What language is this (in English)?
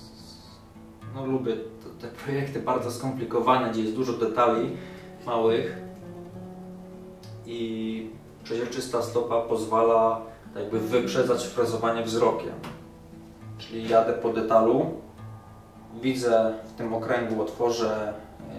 Polish